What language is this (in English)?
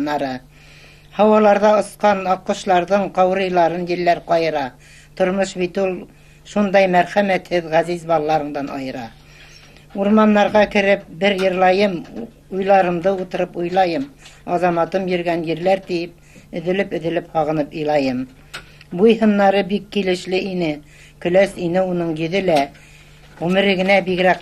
Bashkir